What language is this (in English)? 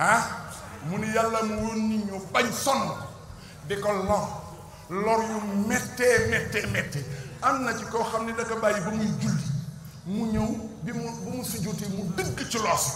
Wolof